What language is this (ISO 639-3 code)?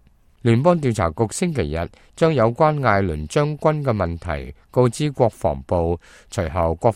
yue